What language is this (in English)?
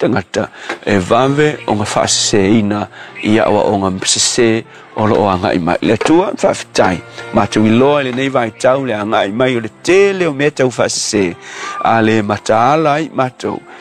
Samoan